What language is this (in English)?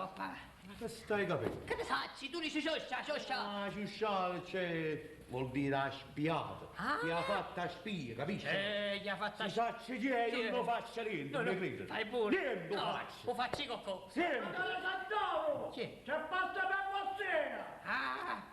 Neapolitan